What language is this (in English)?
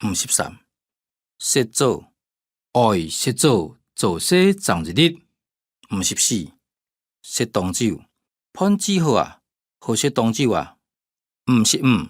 Hakka Chinese